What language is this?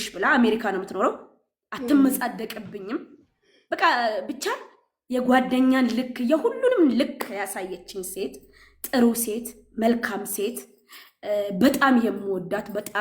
Amharic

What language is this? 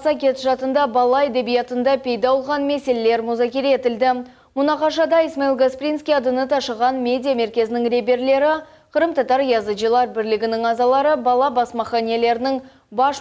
Crimean Tatar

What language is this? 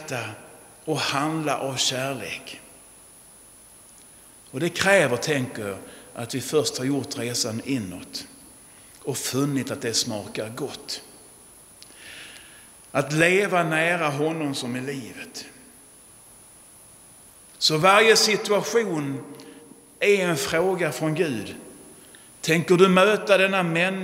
Swedish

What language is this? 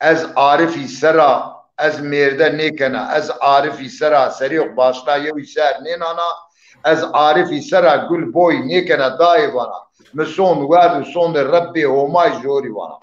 Zaza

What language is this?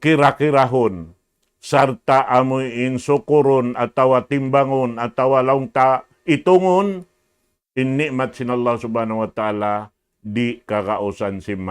Tausug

